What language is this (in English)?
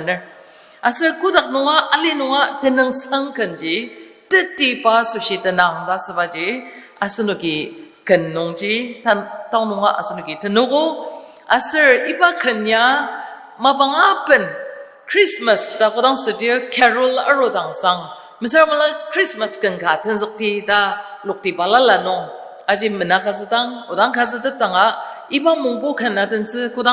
Ao Naga